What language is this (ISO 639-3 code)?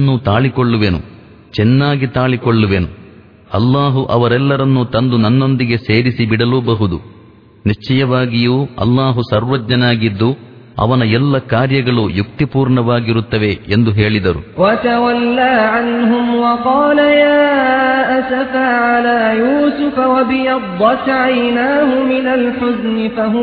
kan